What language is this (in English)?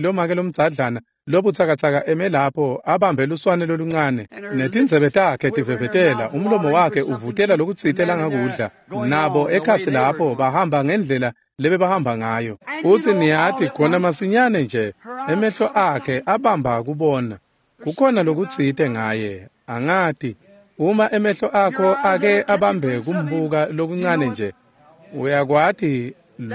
Swati